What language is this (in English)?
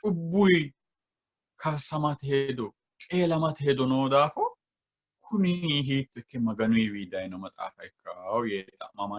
Sidamo